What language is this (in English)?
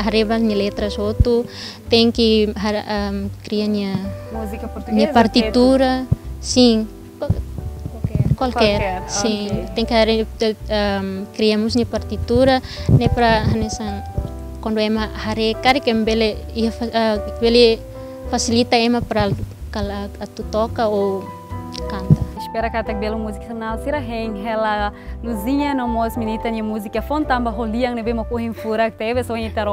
Tetum